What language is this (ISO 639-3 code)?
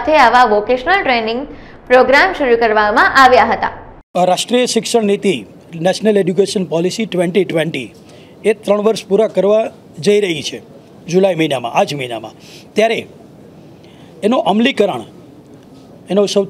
guj